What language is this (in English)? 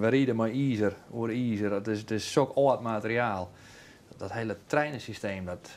Western Frisian